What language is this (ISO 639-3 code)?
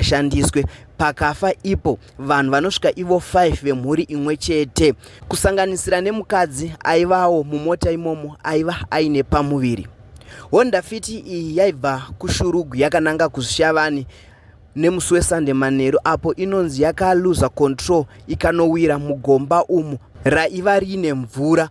sna